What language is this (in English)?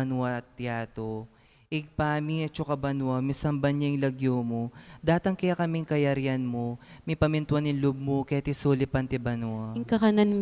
Pampanga